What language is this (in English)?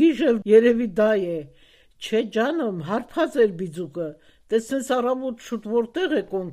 Armenian